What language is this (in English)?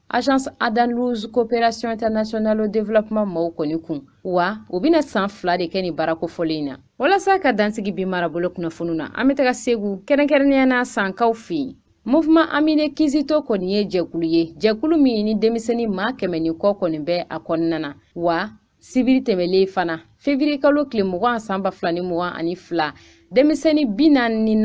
Bambara